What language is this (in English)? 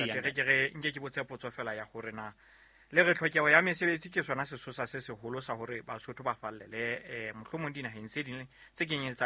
Southern Sotho